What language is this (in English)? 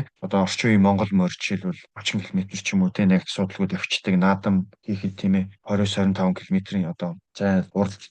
Mongolian